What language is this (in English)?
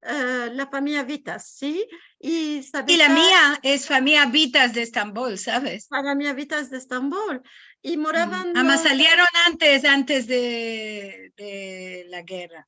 Ladino